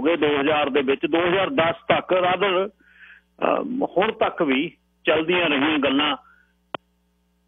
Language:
Punjabi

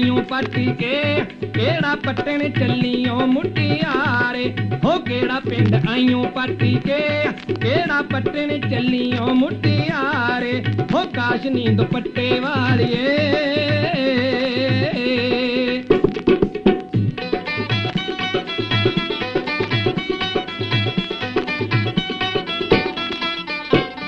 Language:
Punjabi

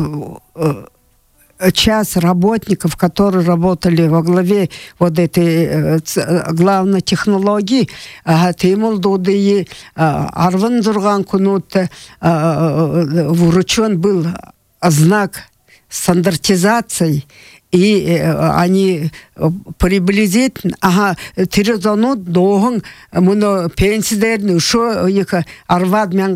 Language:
Buriat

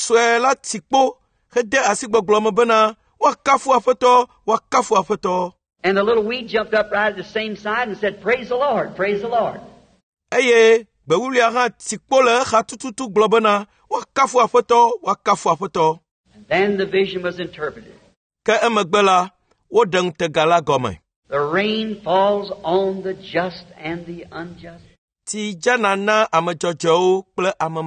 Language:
Ewe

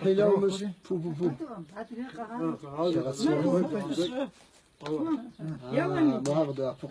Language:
Kabardian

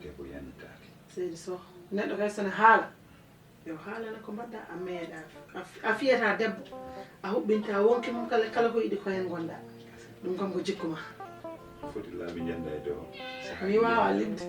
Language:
Fula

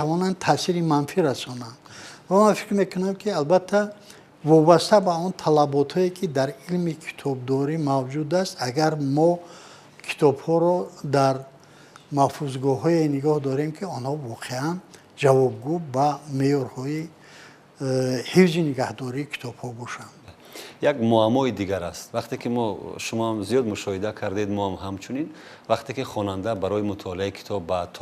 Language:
Tajik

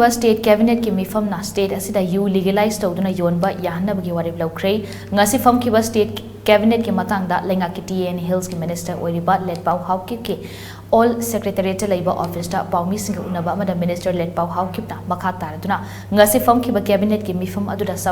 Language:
Manipuri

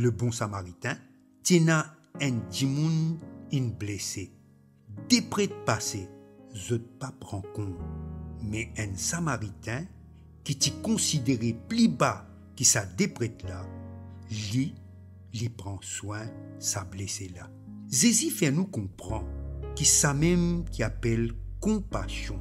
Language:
Morisyen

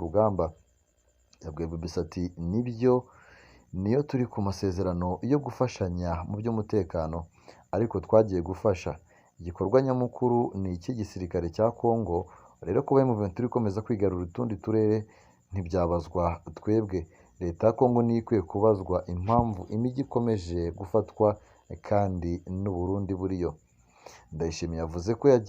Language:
Kinyarwanda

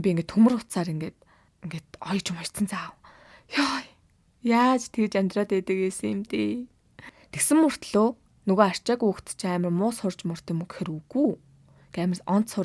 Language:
Mongolian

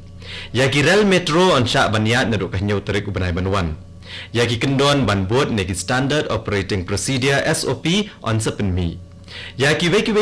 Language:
Khasi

